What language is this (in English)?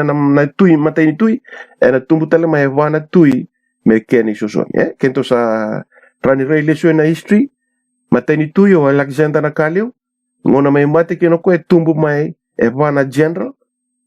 Fijian